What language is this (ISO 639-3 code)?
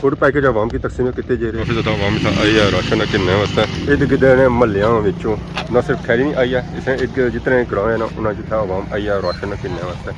phr